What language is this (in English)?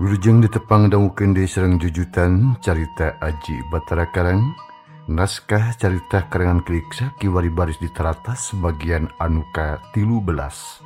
Sundanese